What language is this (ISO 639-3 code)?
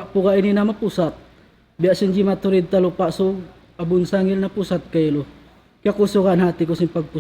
tsg